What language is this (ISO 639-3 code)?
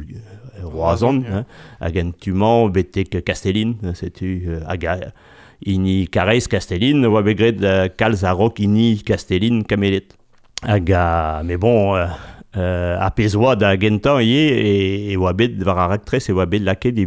bre